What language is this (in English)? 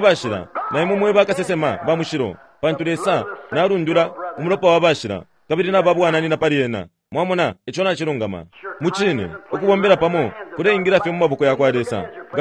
Bemba